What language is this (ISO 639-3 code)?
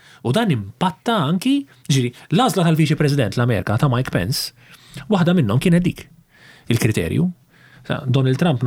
mlt